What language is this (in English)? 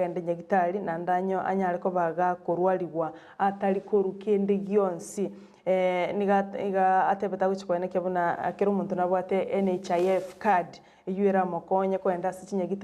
Gusii